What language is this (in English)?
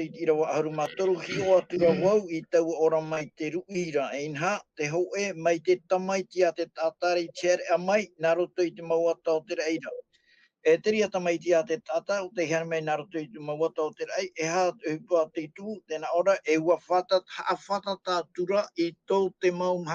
Tahitian